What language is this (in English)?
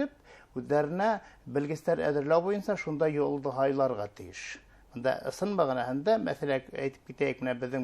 Bashkir